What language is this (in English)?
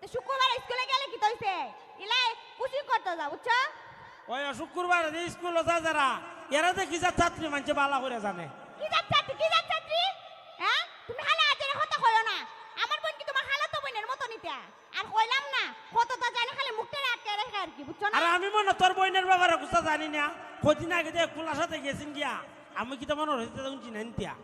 Sylheti